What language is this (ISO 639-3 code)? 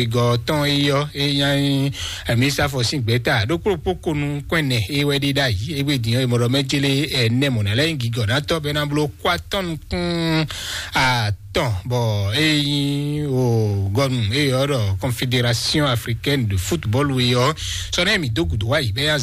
fon